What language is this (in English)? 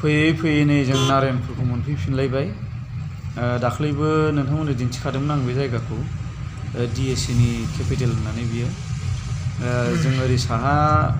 Bodo